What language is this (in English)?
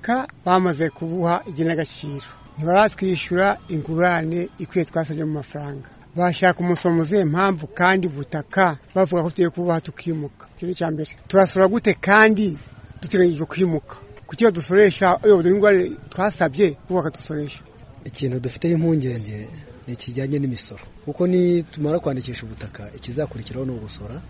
Kinyarwanda